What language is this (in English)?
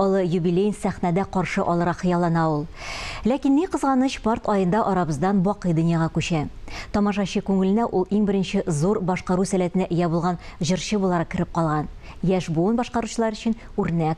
Tatar